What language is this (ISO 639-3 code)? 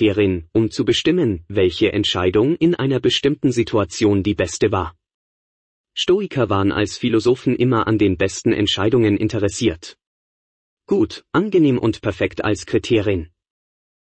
deu